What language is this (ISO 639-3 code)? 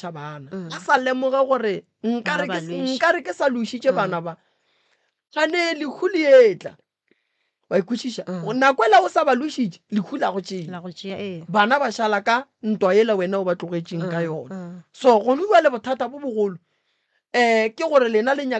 nso